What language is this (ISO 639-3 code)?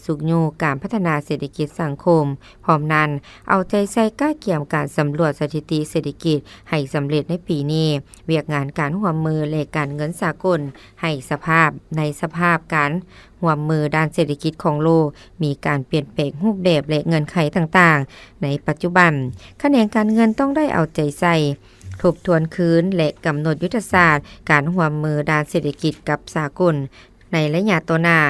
lao